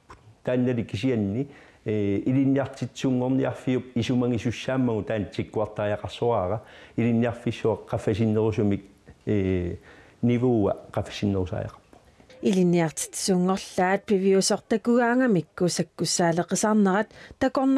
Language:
Kalaallisut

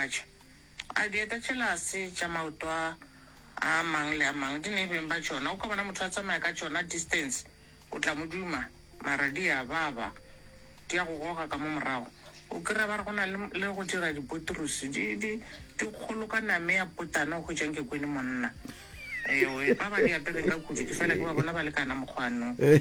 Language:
Northern Sotho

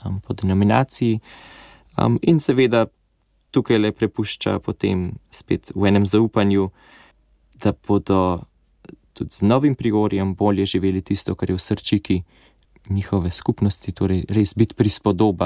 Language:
Slovenian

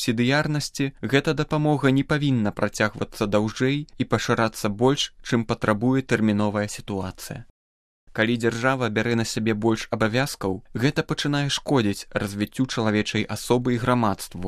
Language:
Belarusian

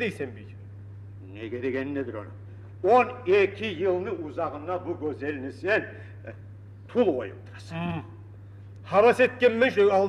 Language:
Kumyk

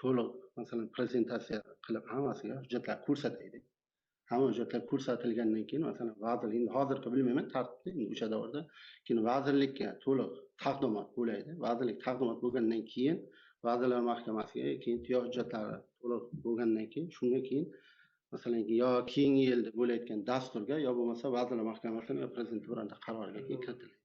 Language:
Uzbek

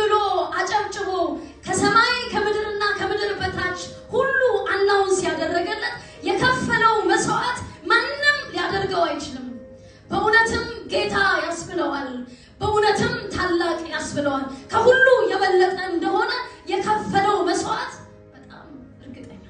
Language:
Amharic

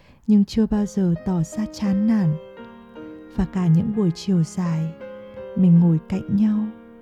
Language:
Vietnamese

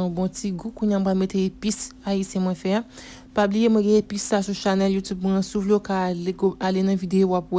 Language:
Haitian Creole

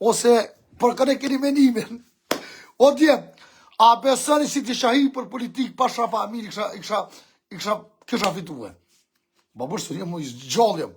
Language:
Albanian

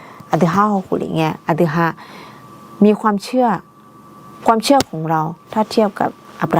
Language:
Akha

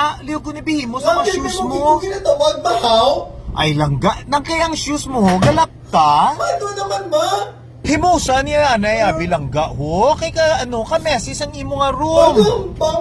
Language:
Hiligaynon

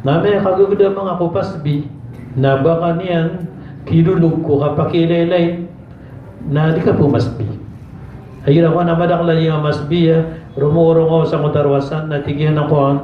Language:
Maranao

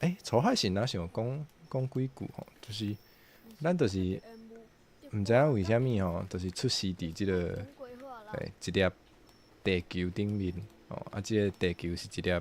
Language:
Min Nan Chinese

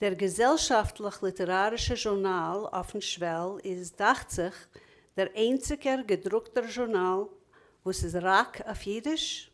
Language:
Yiddish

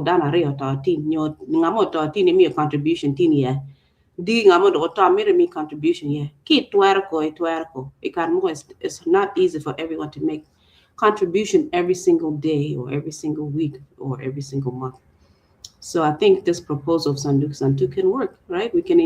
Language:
Acoli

